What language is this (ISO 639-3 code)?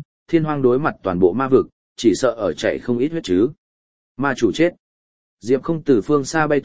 vie